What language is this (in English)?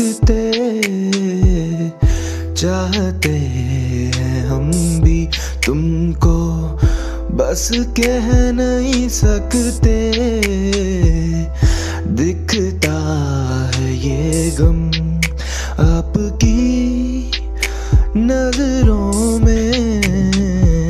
Hindi